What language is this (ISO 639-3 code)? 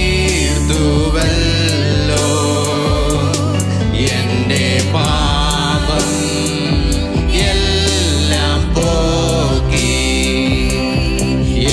mal